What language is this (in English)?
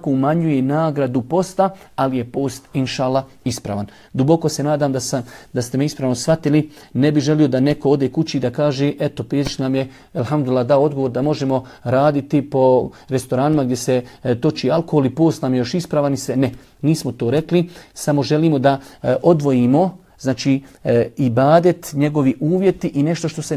Bosnian